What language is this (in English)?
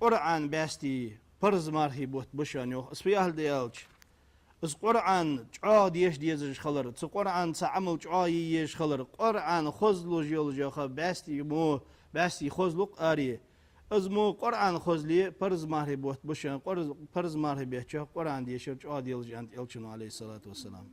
Ingush